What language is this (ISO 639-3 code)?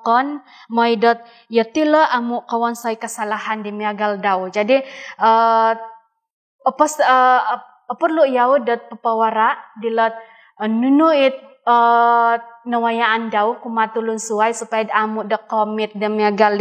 dtp